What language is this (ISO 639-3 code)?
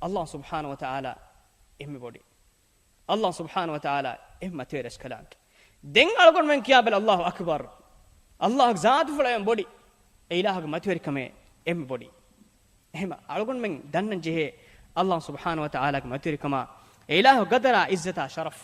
div